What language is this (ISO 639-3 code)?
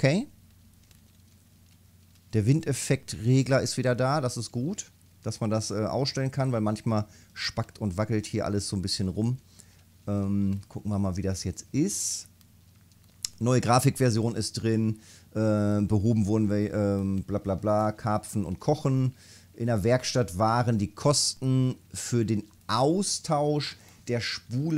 deu